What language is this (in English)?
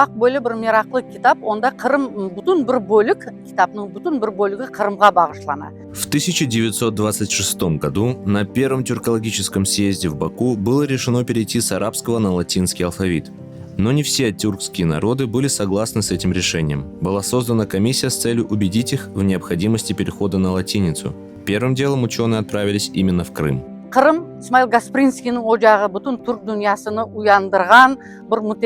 Crimean Tatar